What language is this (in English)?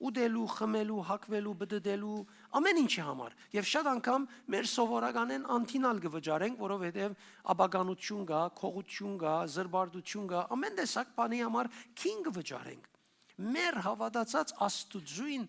Western Armenian